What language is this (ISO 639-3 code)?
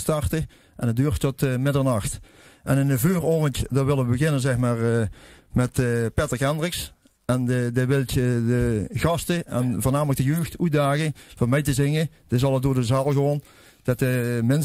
lim